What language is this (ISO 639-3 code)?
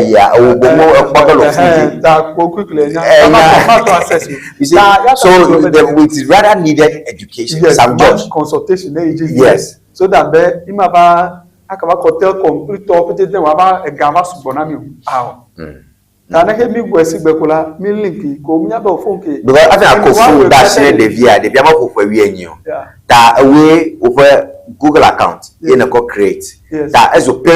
ewe